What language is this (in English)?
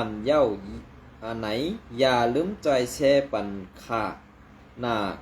Shan